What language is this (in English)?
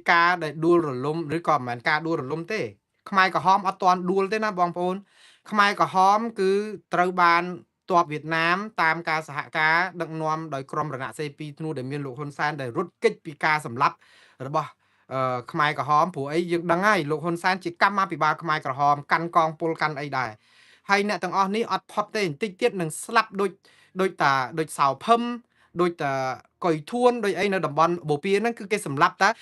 Khmer